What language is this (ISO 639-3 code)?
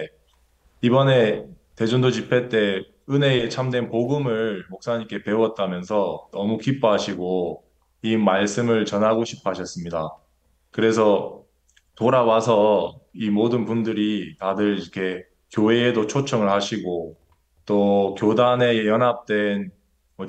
kor